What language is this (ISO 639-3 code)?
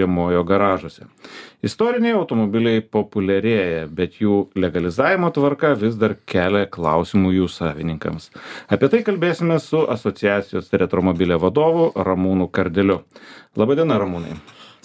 lit